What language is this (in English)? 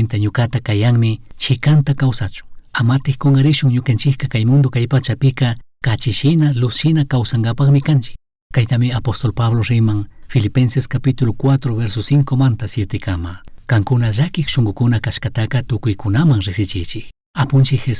Chimborazo Highland Quichua